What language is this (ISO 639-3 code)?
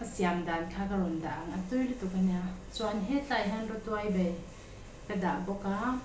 lus